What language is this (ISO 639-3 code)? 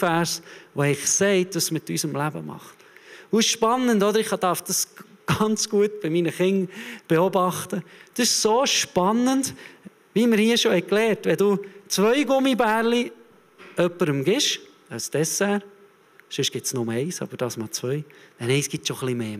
gsw